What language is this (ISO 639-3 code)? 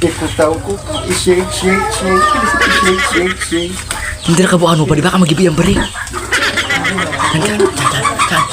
bik